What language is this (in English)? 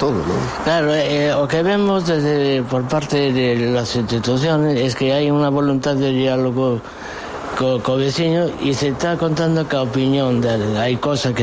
Galician